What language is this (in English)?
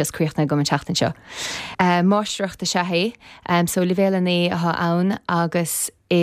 Irish